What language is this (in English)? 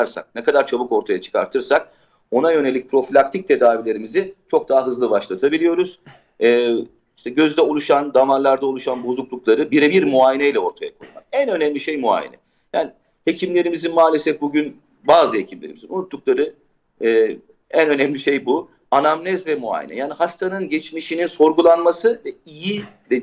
Turkish